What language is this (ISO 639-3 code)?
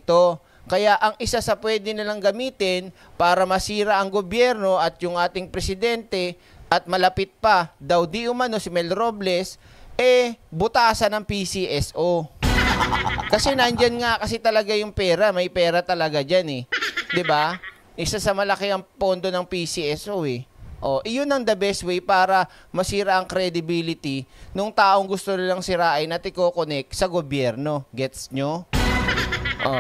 fil